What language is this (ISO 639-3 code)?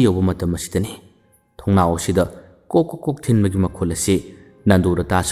mni